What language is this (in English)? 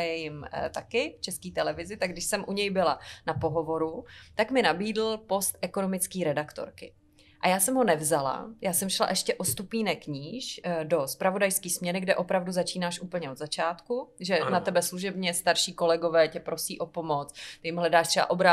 Czech